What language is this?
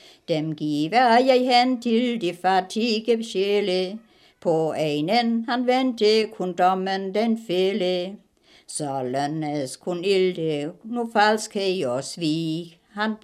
Danish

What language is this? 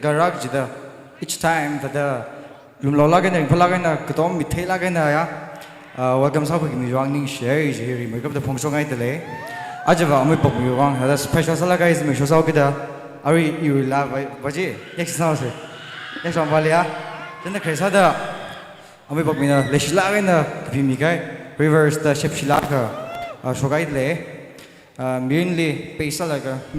Tangkhul Naga (India)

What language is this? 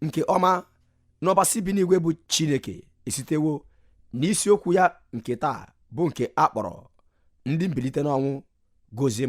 Igbo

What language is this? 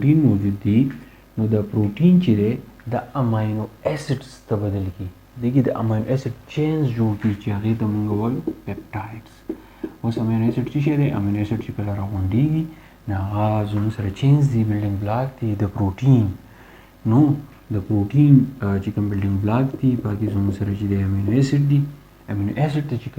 Pashto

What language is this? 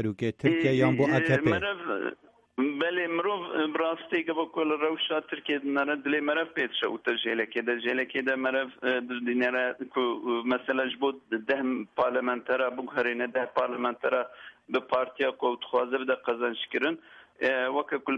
Kurdish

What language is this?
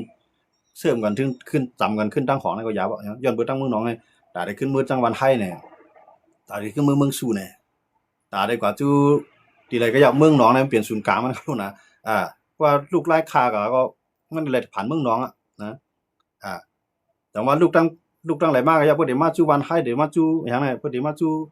Shan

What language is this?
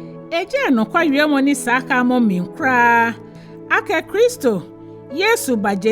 Ga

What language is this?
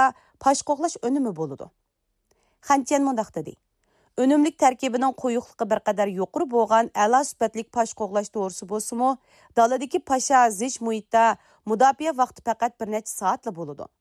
Uyghur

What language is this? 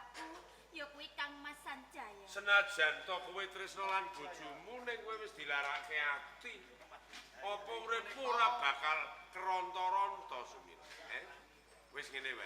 Javanese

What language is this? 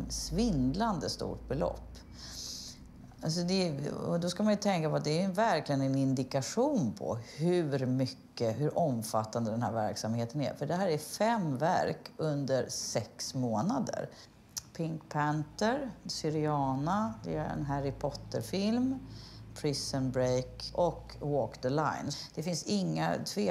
Swedish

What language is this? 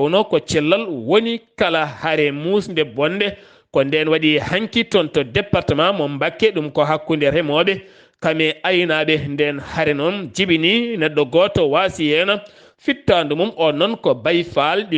Fula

